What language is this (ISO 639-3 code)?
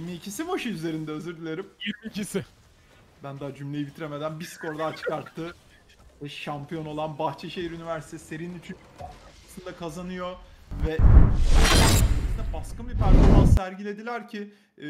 tur